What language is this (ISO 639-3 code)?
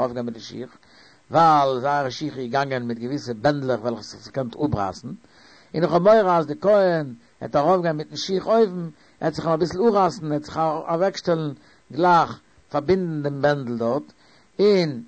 yid